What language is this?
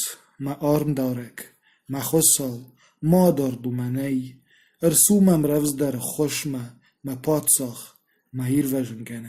Ossetic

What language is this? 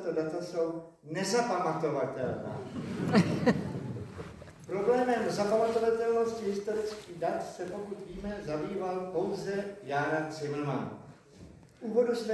Czech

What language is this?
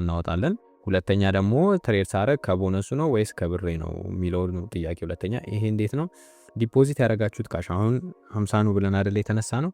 Amharic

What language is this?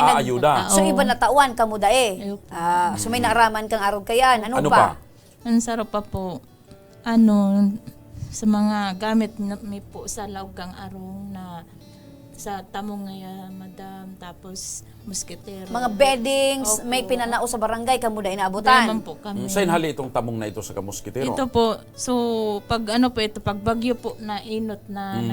Bikol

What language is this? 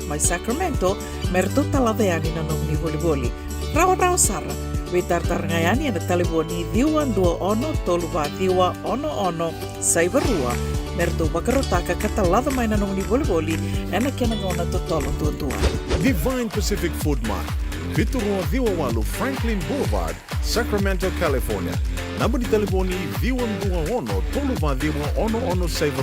Fijian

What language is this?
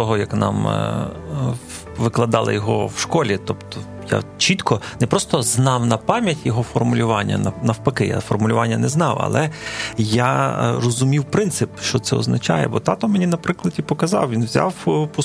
Ukrainian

